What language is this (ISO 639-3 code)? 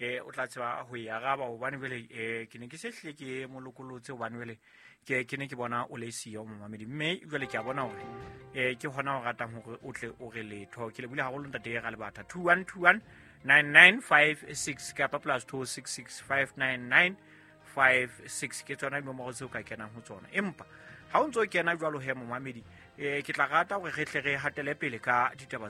sot